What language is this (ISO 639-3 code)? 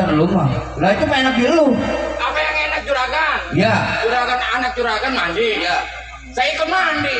bew